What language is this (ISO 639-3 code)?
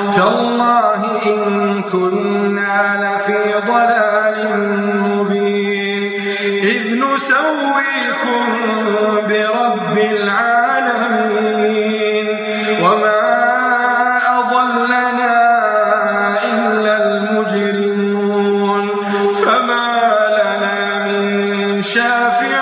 ara